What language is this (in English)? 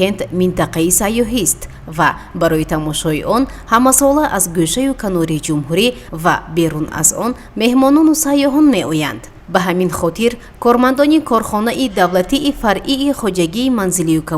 Tajik